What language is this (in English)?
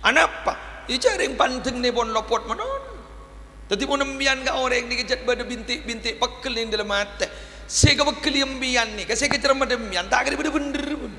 Madurese